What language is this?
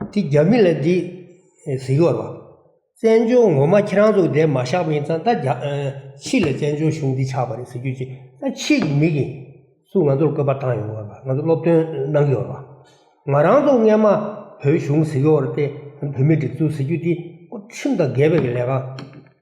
Tibetan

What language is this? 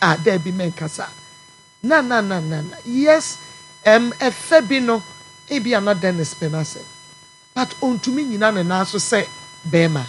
Akan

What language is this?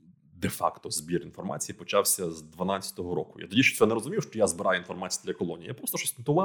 Ukrainian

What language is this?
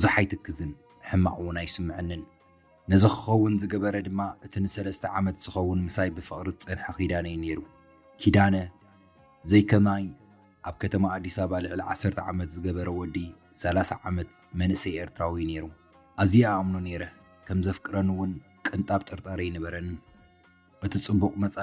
Tigrinya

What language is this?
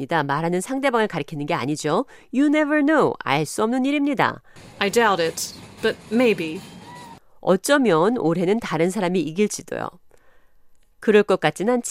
Korean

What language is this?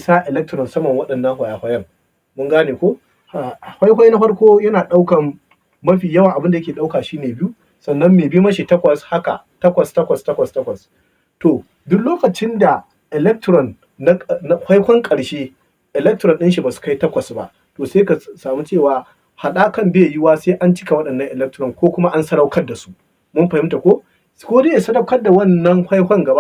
Hausa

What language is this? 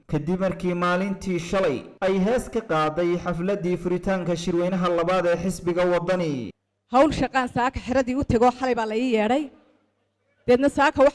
Somali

